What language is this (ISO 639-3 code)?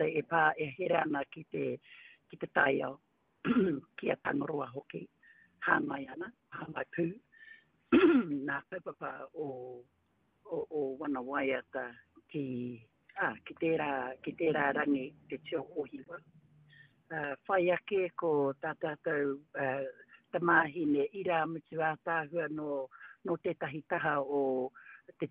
mri